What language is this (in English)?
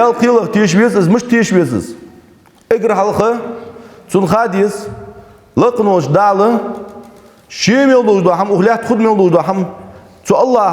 Ingush